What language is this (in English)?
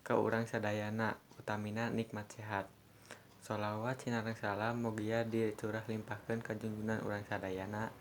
Sundanese